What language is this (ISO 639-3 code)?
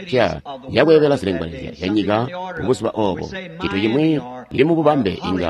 toi